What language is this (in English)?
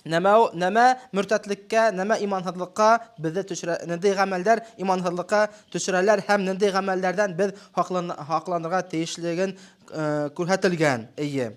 Bashkir